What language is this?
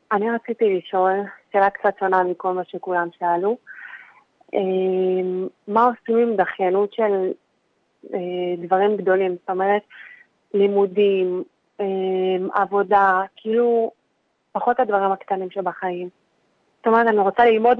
Hebrew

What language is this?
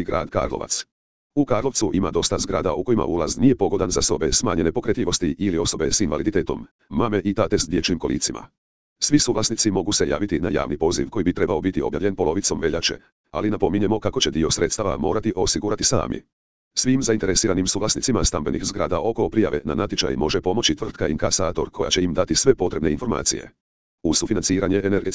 Croatian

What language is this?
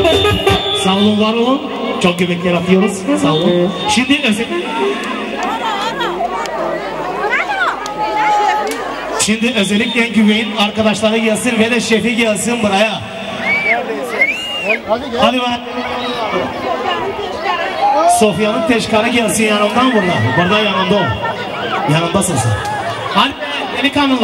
Turkish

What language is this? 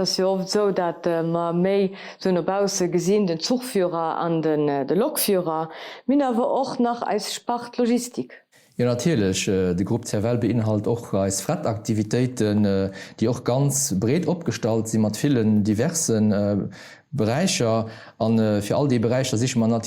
Luxembourgish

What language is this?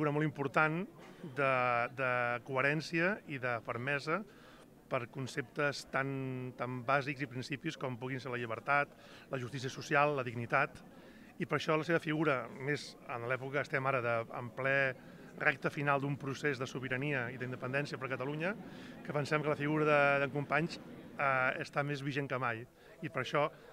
Catalan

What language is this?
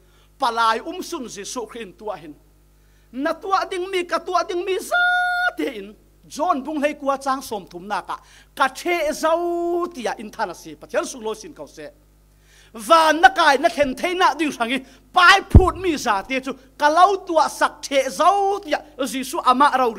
Falam Chin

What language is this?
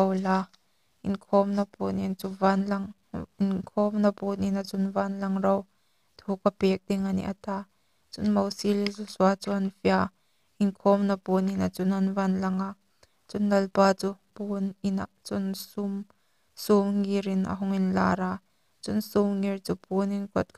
Hmar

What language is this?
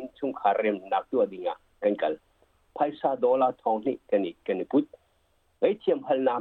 Hakha Chin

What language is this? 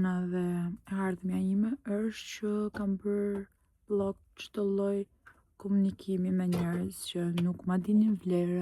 Albanian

